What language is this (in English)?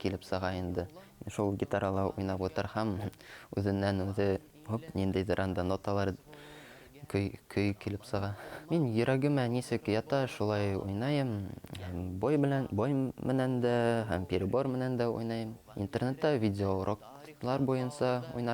Bashkir